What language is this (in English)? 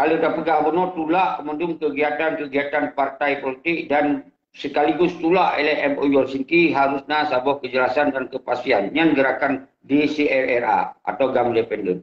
Achinese